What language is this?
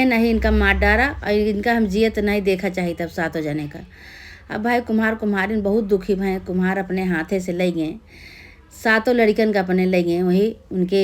Awadhi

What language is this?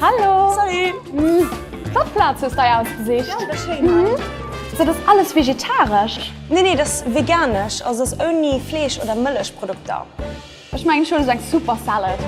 Luxembourgish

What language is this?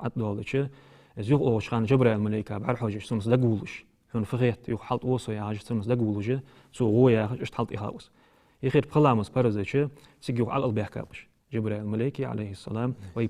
Ingush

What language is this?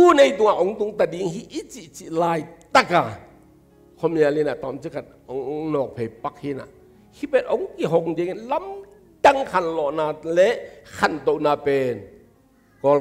Tedim Chin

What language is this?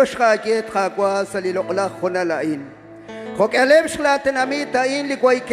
Kekchí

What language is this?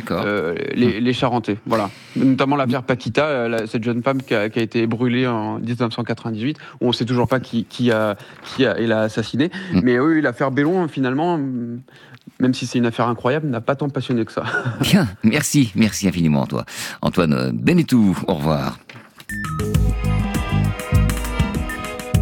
French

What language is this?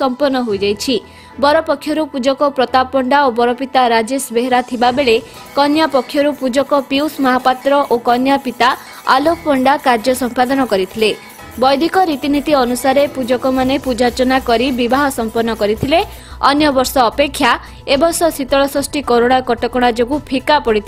Odia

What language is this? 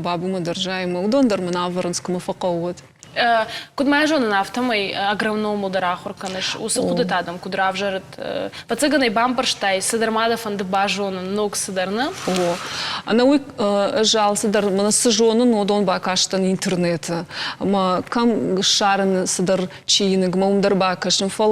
Ossetic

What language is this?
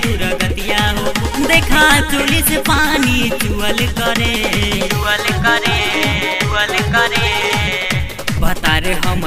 Bhojpuri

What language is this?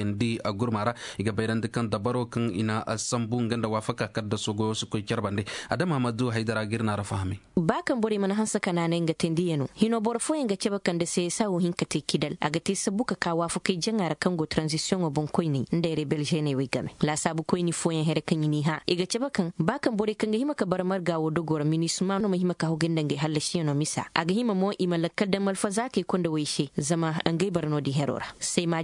Koyraboro Senni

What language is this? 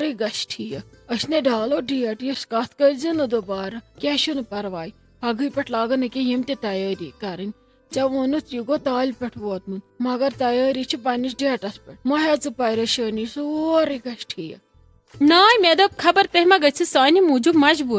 Kashmiri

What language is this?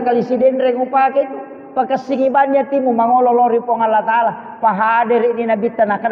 Buginese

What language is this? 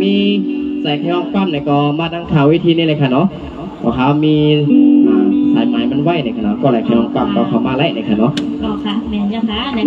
Shan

